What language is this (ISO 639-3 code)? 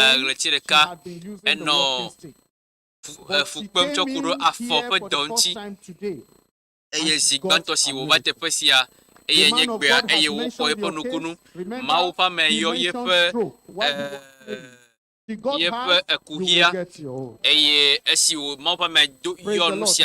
ewe